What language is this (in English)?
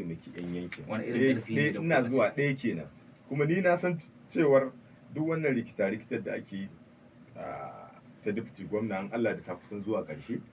Hausa